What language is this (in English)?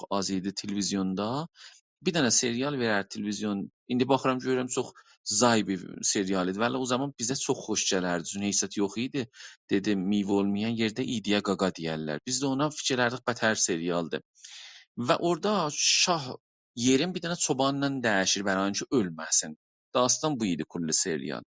South Azerbaijani